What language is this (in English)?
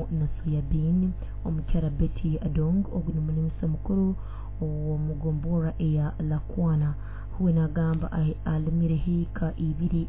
Nyoro